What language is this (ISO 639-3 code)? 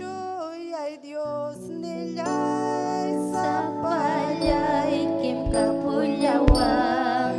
quy